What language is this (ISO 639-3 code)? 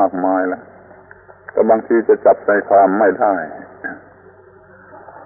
tha